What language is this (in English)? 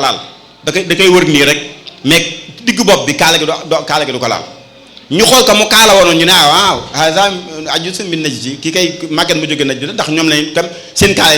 Wolof